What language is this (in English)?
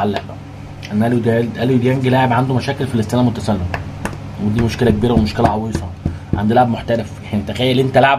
Egyptian Arabic